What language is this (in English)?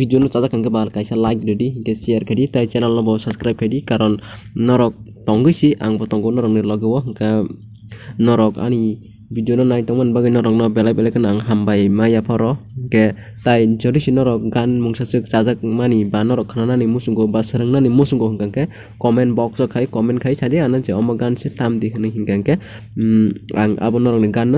Kok Borok